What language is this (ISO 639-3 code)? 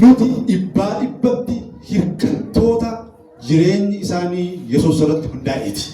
orm